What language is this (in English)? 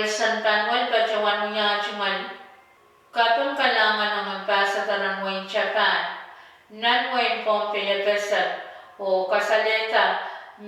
Pohnpeian